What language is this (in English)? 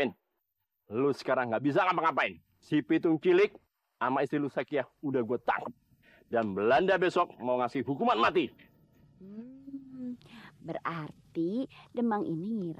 Betawi